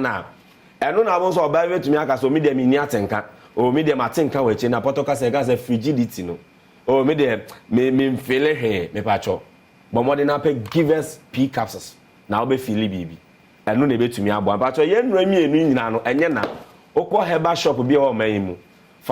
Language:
Akan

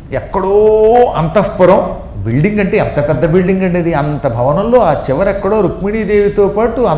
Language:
Telugu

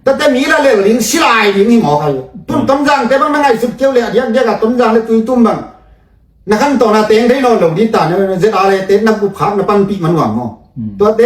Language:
Tedim Chin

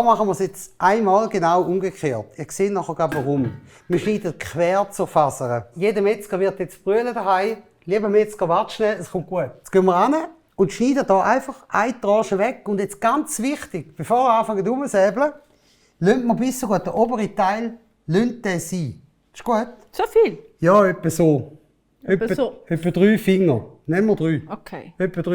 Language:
Swiss German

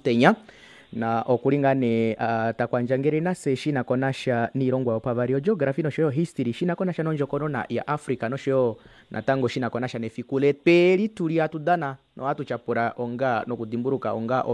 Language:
Kuanyama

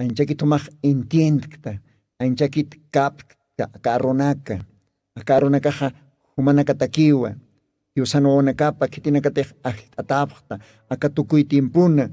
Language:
Aymara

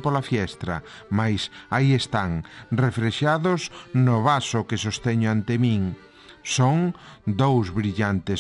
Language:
Galician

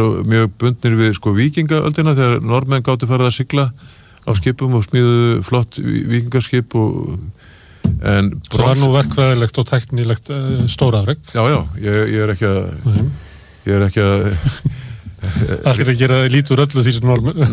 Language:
Icelandic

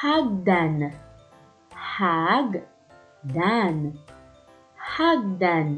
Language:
Waray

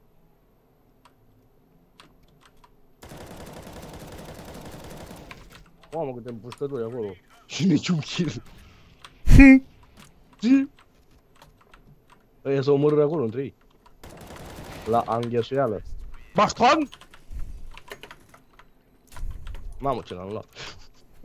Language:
Romanian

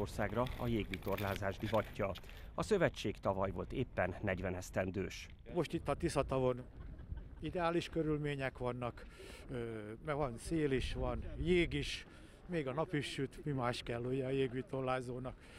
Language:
Hungarian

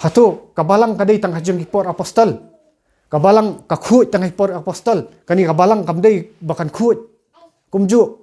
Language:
Khasi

